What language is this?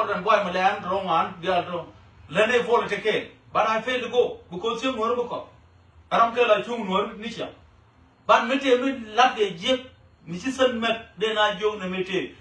Nuer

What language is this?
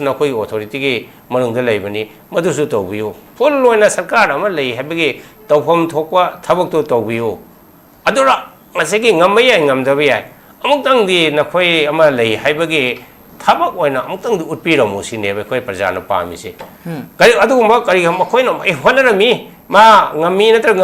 Manipuri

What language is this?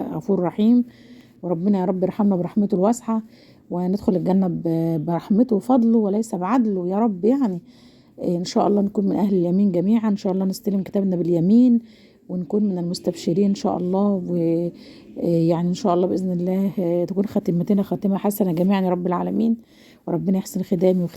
Egyptian Arabic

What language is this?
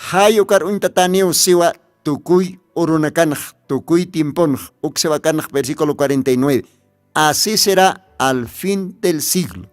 Aymara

